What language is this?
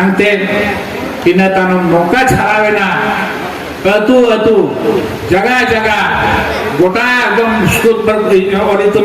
Santali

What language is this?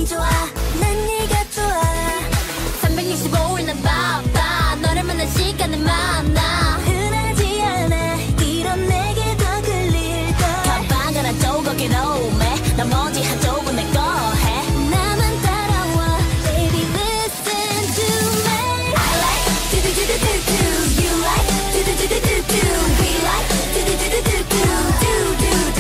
Korean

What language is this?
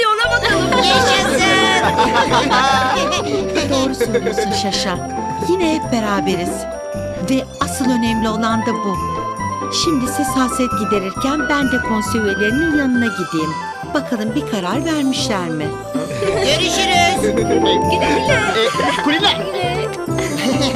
Turkish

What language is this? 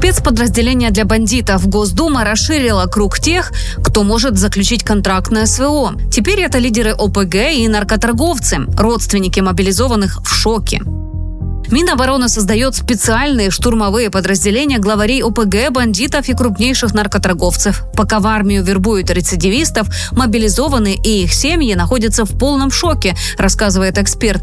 Russian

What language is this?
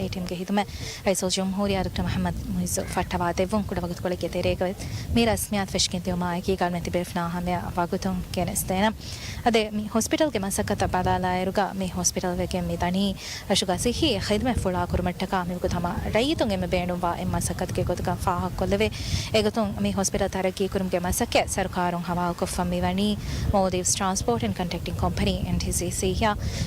Divehi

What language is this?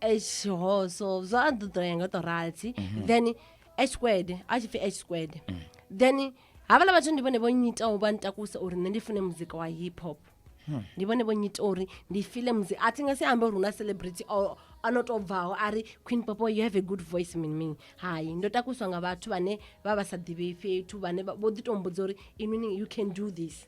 Venda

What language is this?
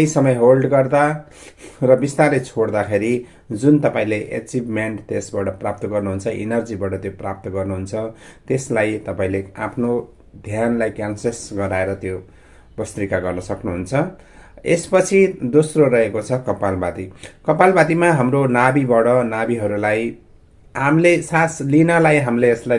Nepali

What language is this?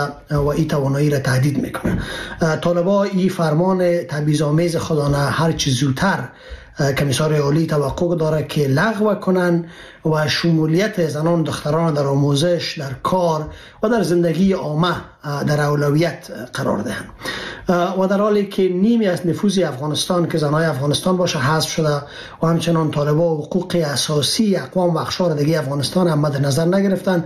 Persian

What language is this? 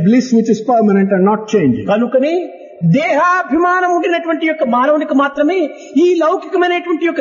Telugu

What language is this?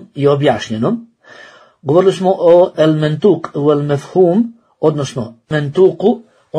Bosnian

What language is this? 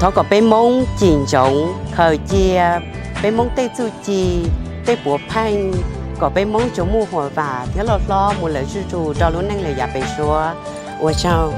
Hmong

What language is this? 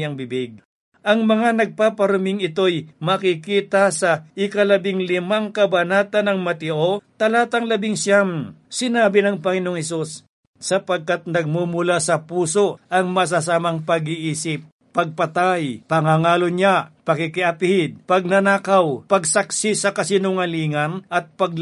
Filipino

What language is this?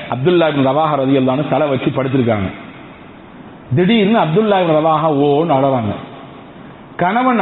Tamil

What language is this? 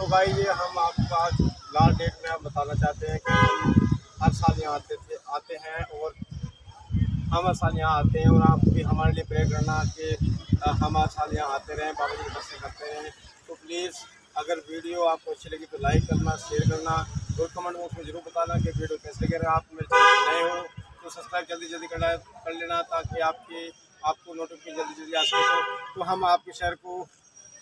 Hindi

